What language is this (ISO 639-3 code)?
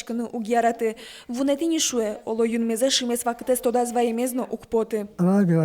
udm